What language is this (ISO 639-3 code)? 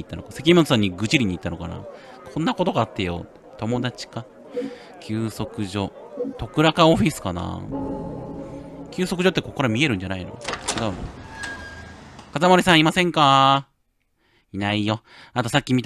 jpn